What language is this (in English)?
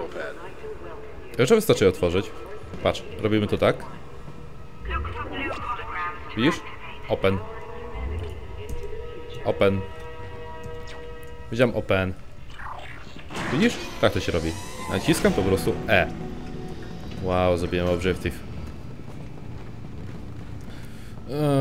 Polish